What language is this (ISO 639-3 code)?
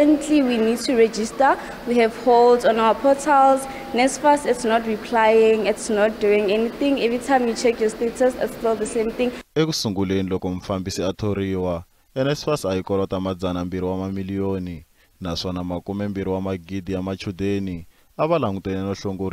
tso